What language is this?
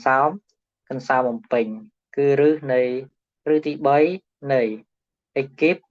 Khmer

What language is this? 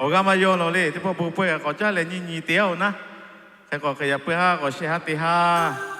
Lahu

